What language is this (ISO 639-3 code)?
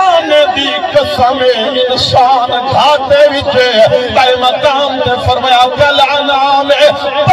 skr